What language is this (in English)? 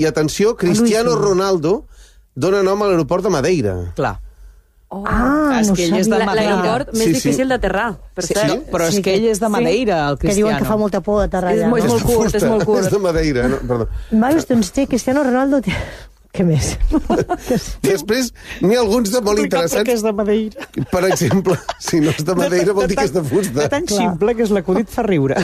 Catalan